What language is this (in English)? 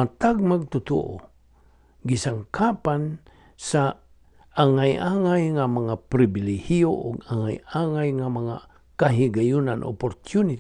Cebuano